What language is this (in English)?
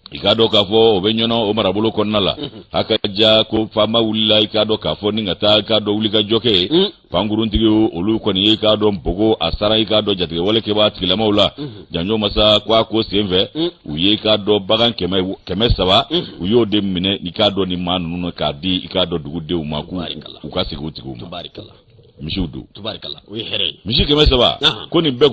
Bambara